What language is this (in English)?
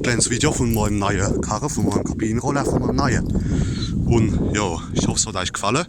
Palatine German